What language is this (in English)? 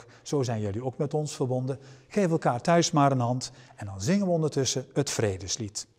Dutch